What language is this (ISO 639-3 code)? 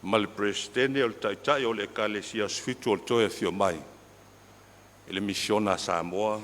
smo